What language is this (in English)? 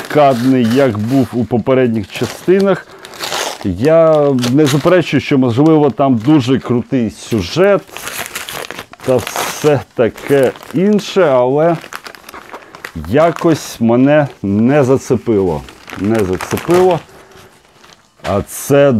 Ukrainian